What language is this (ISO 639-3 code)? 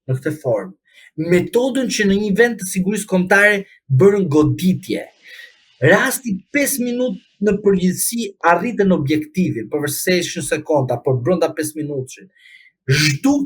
sqi